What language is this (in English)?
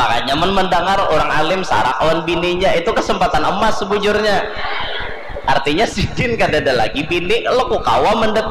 Banjar